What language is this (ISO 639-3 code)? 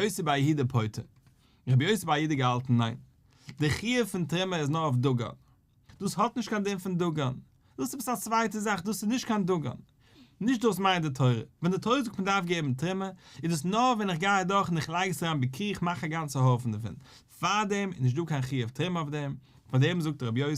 yid